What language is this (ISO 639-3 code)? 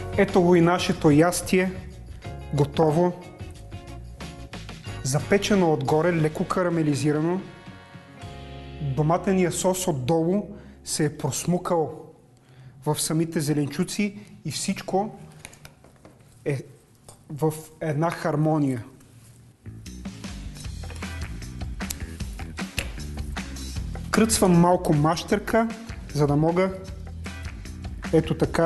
bul